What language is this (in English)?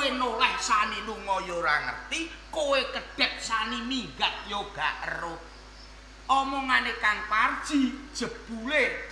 Javanese